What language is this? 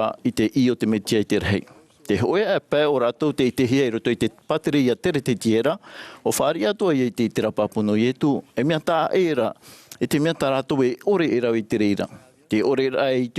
Tahitian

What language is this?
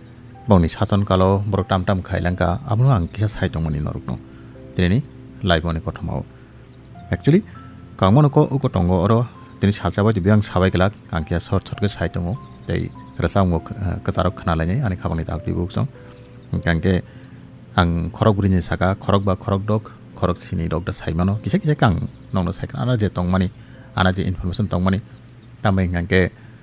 Kok Borok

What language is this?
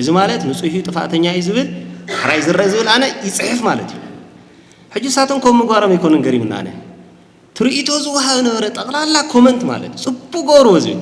Tigrinya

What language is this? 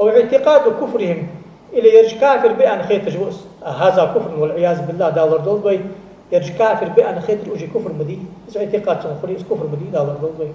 Ingush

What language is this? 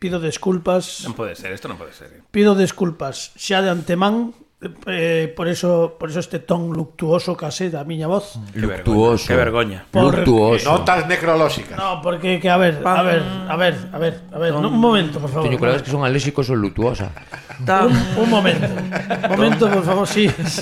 Galician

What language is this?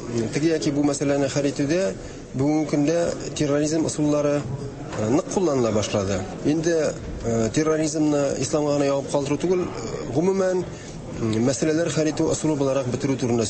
Tatar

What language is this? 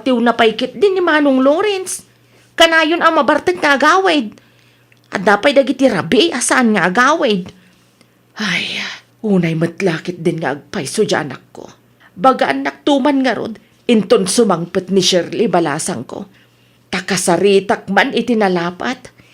Iloko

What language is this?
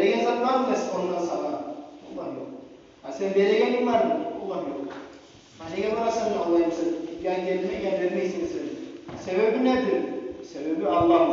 Kumyk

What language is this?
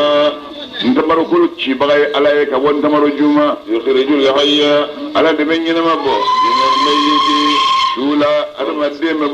Bambara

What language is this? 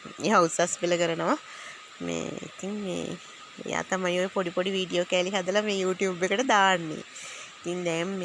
Sinhala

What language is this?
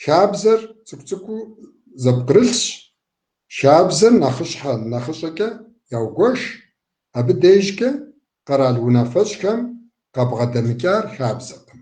Kabardian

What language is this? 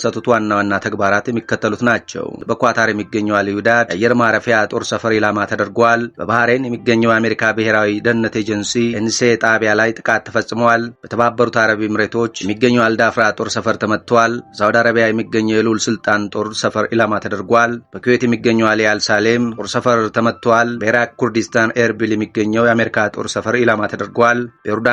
Amharic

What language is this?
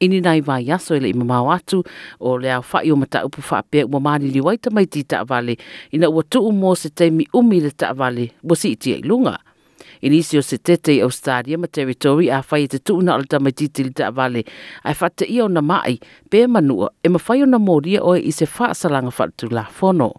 Samoan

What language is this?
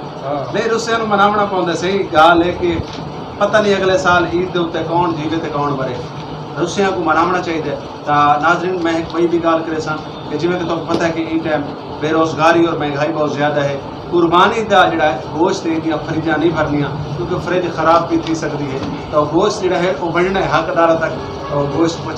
Saraiki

